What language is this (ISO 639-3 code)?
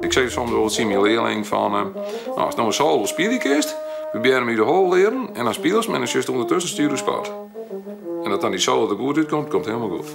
fry